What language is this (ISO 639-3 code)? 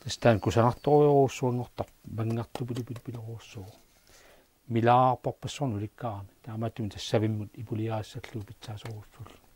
kal